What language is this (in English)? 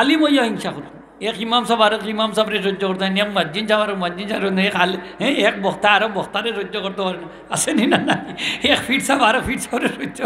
Sylheti